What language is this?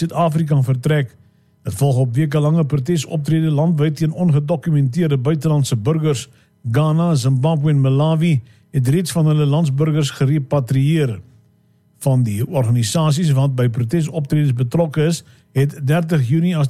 Afrikaans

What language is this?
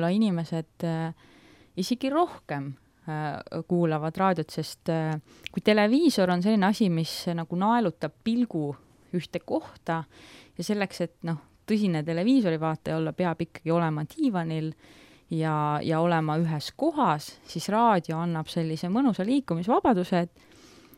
Estonian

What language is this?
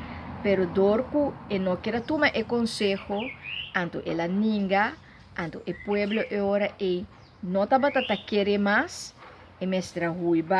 Papiamento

